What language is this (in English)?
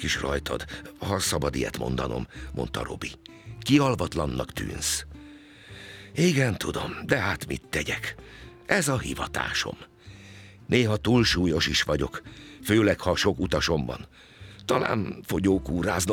Hungarian